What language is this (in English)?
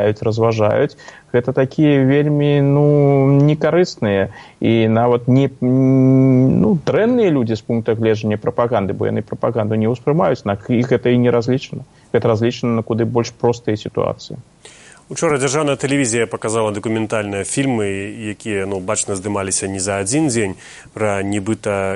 Belarusian